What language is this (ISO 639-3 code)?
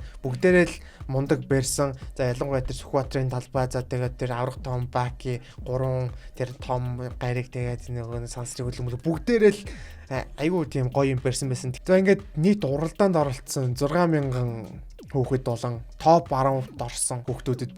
mon